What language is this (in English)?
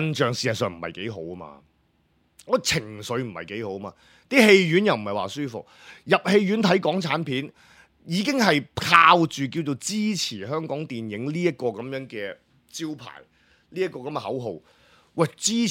Cantonese